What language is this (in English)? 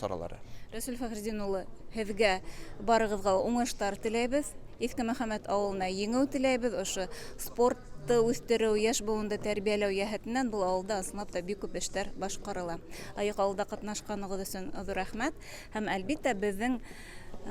Bashkir